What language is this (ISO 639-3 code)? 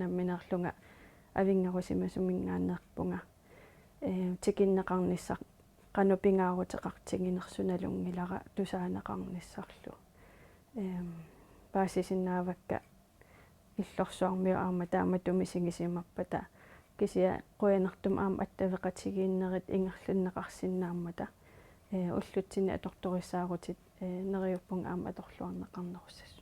kal